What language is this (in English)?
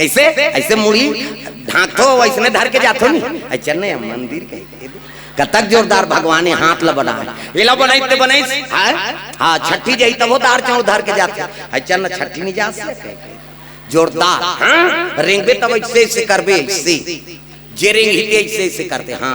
Chhattisgarhi